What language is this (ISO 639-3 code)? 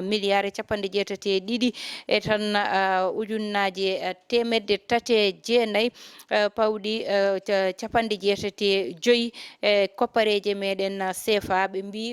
ful